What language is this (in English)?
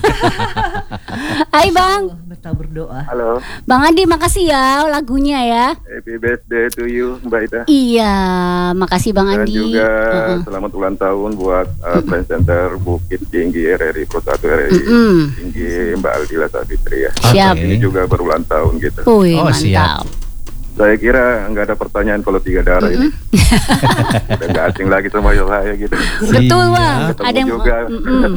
Indonesian